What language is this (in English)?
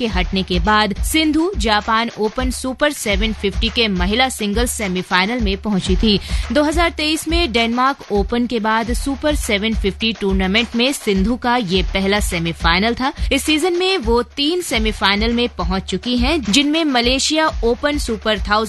Hindi